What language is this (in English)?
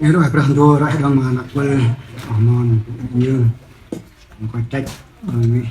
Central Mnong